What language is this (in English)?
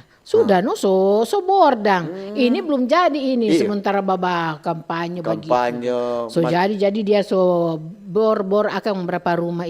Manado Malay